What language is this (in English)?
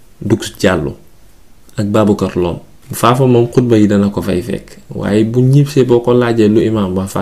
Wolof